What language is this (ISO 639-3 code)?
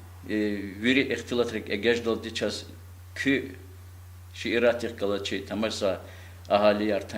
lez